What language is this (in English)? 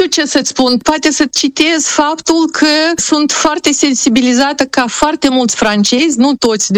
Romanian